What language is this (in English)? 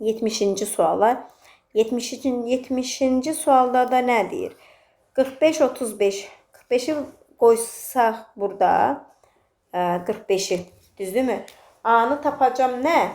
Azerbaijani